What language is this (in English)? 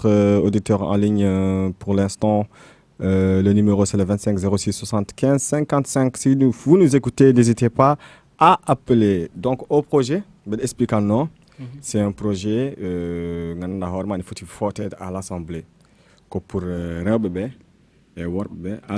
Fula